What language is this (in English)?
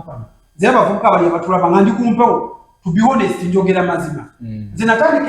Ganda